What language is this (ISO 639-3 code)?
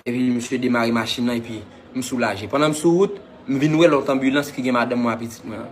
hat